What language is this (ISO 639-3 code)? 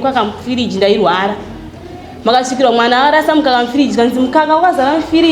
sna